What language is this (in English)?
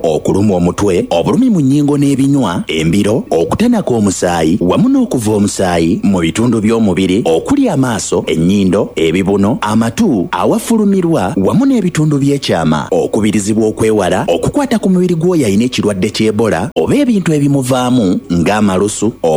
Ganda